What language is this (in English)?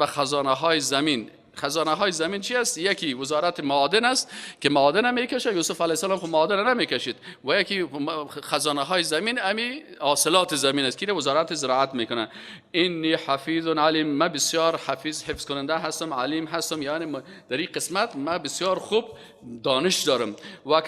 Persian